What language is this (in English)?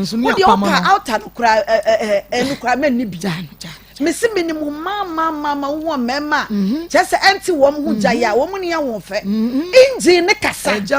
Akan